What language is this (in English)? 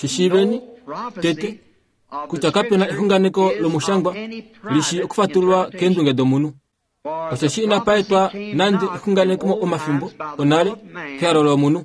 Kuanyama